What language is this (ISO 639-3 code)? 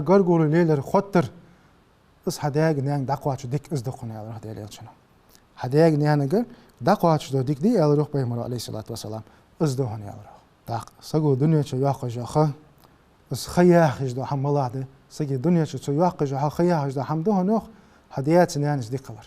inh